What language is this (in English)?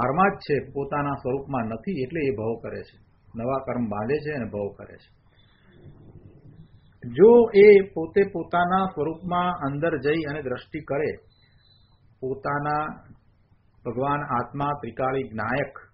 Gujarati